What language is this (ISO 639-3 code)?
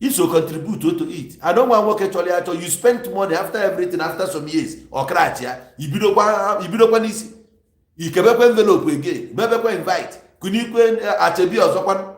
ibo